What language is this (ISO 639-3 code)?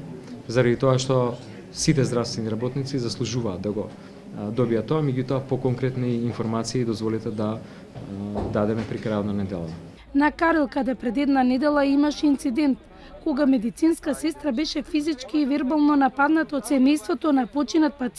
mkd